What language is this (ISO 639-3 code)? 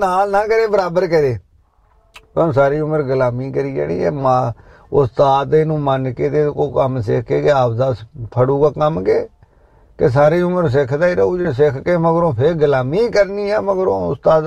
pan